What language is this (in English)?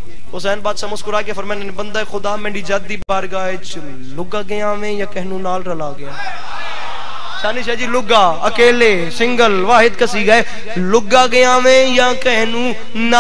Urdu